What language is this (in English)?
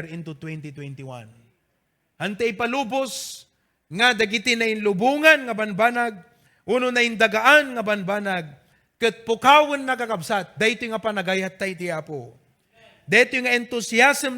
Iloko